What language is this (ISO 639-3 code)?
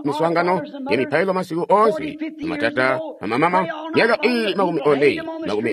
toi